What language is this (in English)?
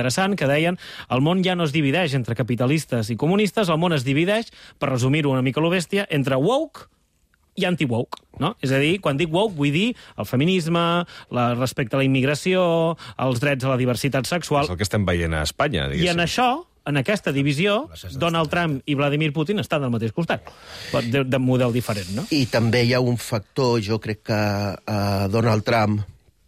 Catalan